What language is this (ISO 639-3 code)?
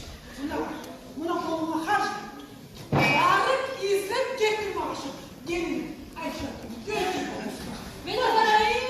kum